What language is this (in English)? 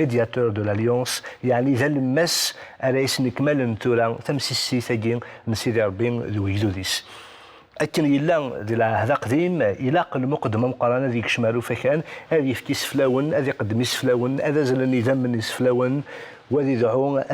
Kabyle